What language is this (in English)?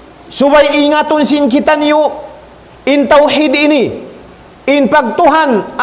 Tausug